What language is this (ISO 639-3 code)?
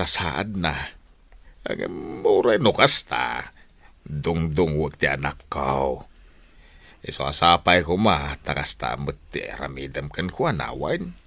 ilo